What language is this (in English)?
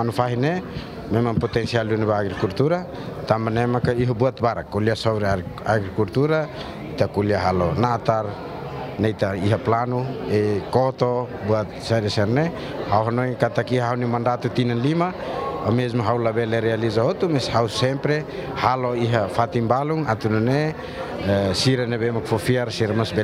Tetum